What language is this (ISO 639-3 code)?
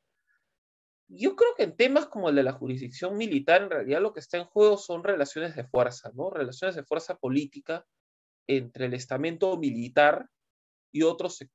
spa